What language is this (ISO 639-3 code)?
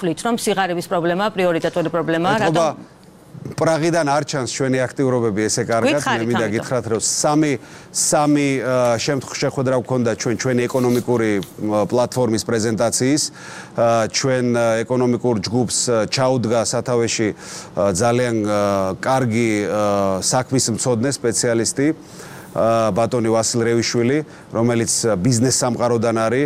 kat